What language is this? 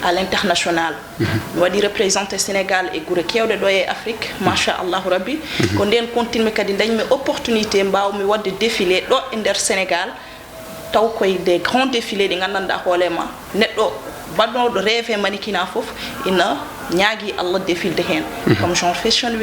Fula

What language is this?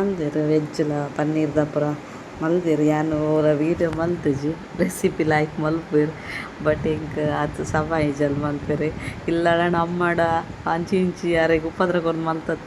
Tulu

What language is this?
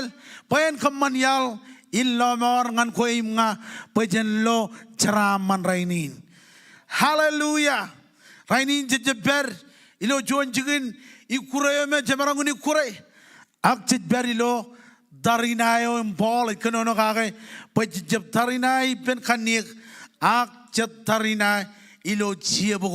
Marshallese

